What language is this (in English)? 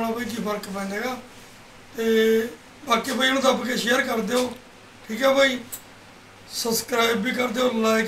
Punjabi